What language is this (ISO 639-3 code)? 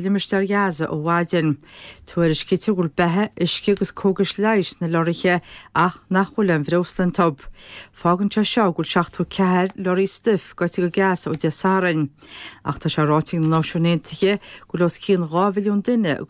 gle